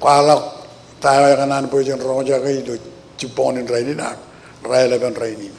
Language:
Marshallese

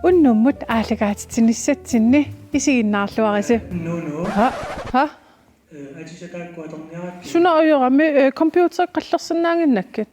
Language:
Kalaallisut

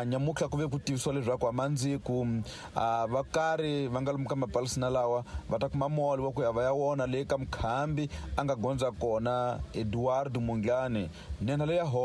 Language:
Tsonga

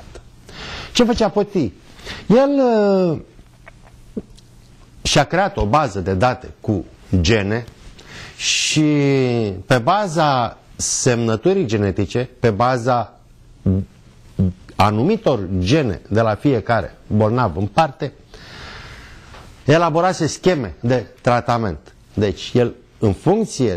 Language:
Romanian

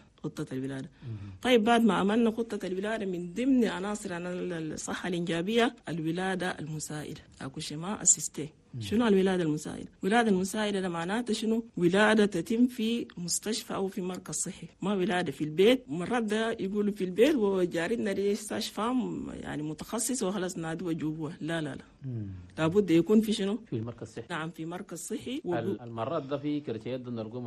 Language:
Chadian Arabic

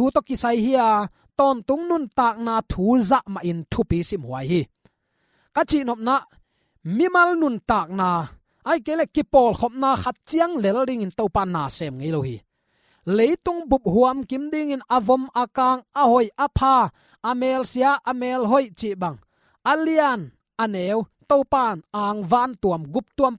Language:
Tedim Chin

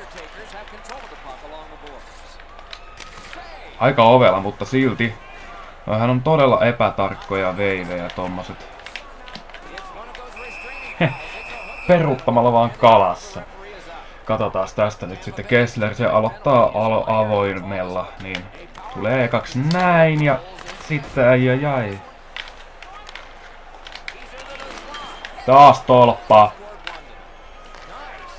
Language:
Finnish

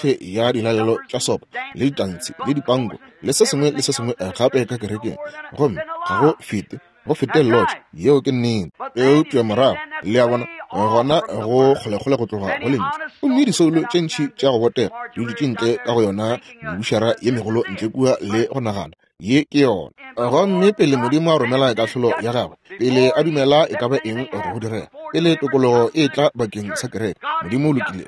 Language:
Northern Sotho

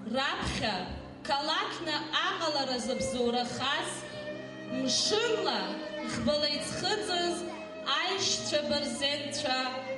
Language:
Abkhazian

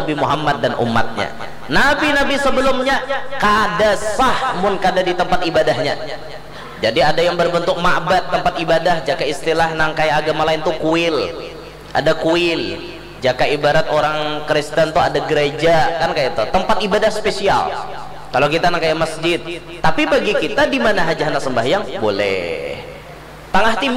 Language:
Banjar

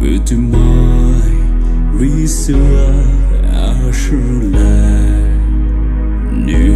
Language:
Poumei Naga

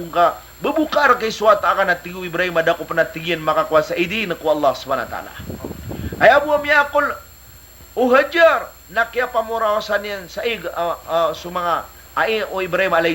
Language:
Maranao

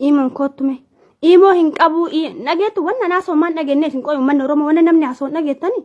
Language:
Oromo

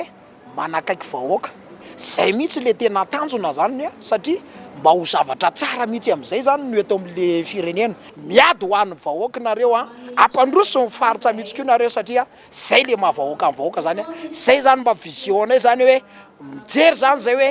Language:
Malagasy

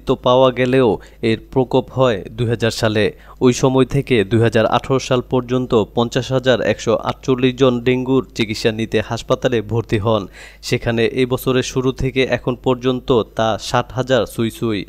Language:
Bangla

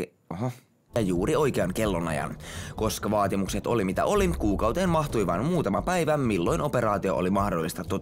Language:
Finnish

